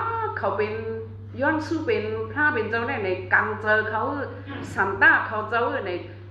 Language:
Shan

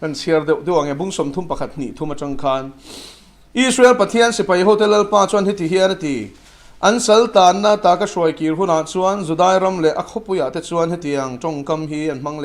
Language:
Mizo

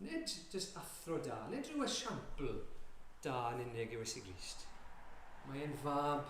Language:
Welsh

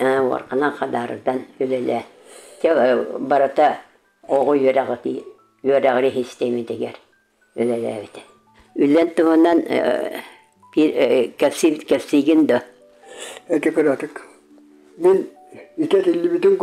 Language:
Yakut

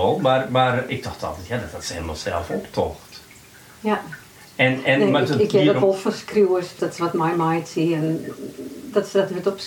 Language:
Western Frisian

